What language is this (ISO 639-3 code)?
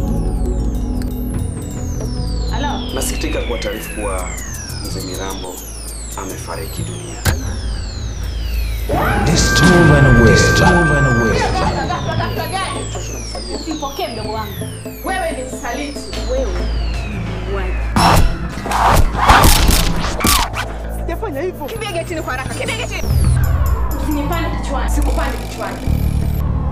swa